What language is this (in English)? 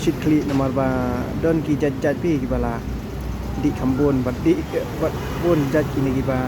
Khasi